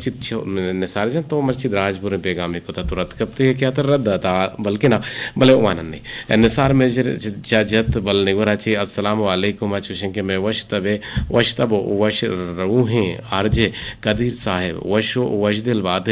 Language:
Eastern Balochi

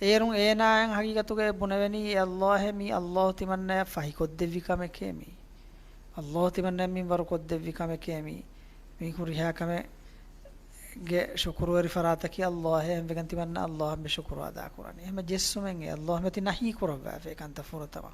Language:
Divehi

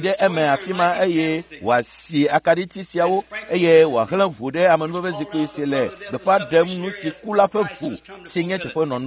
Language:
Ewe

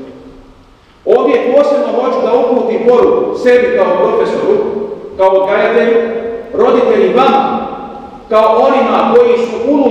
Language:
Bosnian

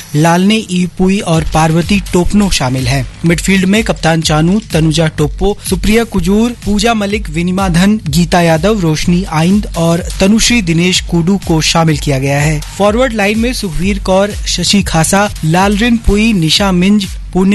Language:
Hindi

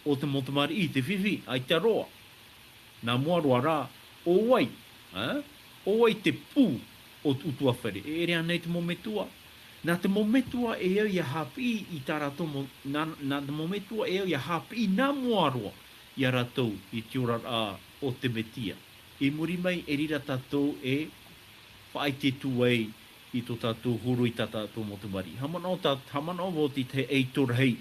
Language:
Tahitian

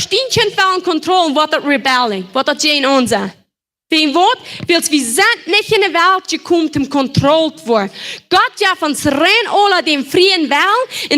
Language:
Plautdietsch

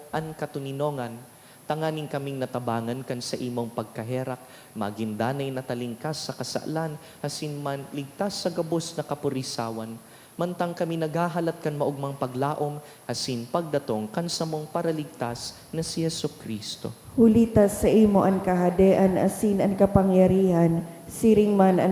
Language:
Bikol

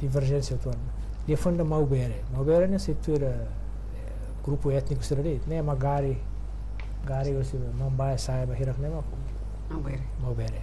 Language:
Tetum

